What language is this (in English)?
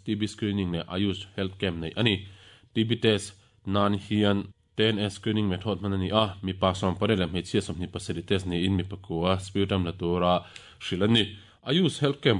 Mizo